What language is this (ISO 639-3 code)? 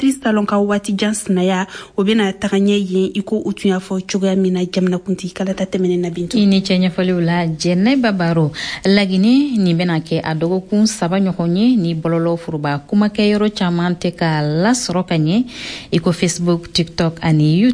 bam